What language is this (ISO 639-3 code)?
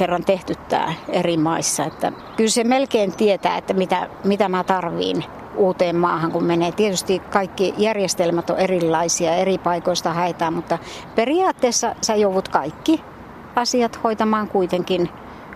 fin